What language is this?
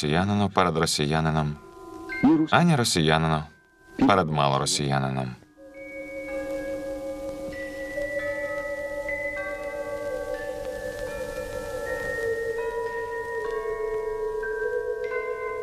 Ukrainian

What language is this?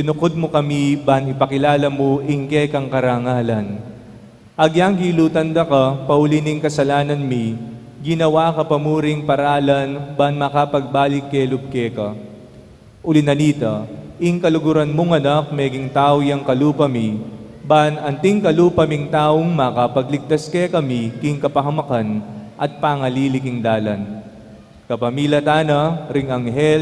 Pampanga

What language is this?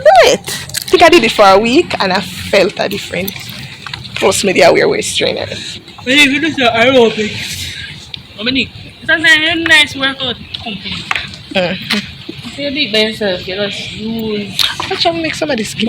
Jamaican Creole English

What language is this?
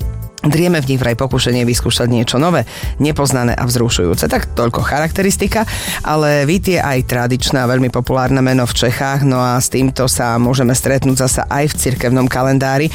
Slovak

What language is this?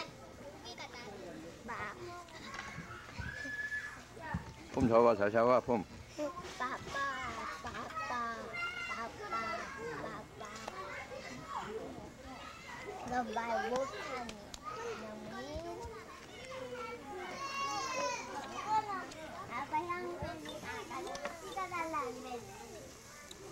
Korean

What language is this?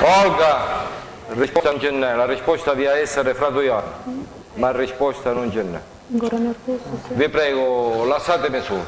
Sicilian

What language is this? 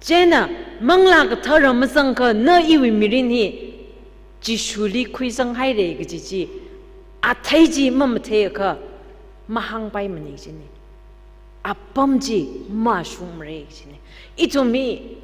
Tangkhul Naga (India)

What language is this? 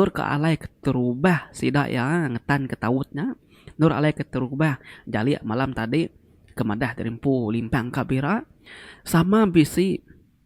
Iban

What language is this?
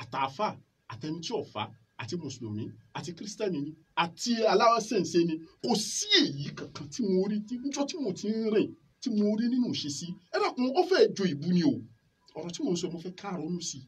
Yoruba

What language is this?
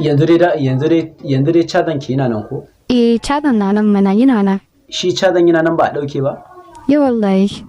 Hausa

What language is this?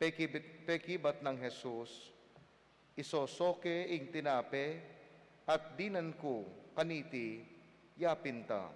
Pampanga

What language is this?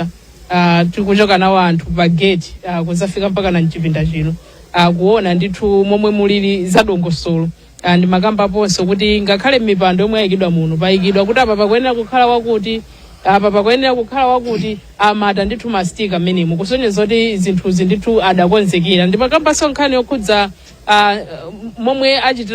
Nyanja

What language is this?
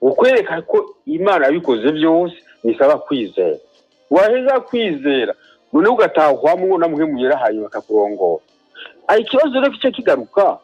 Rundi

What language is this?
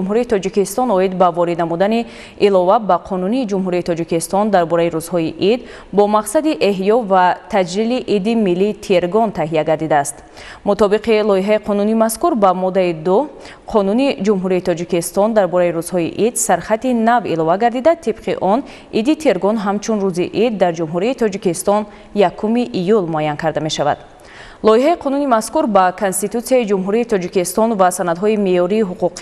Tajik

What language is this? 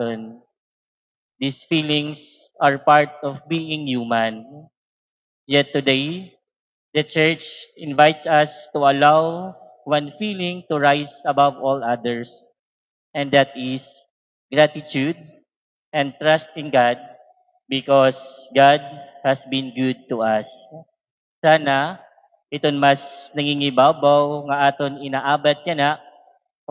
Waray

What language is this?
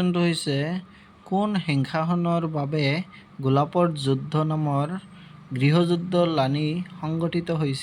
Assamese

